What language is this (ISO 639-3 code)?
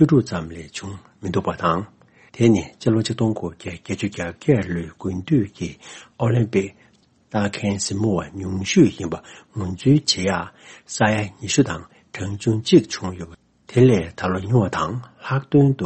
bod